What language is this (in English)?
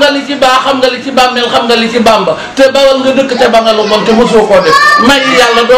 Wolof